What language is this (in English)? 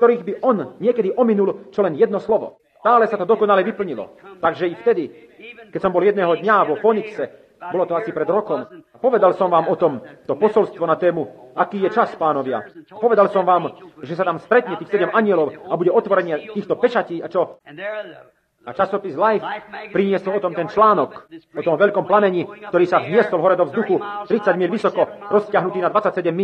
Slovak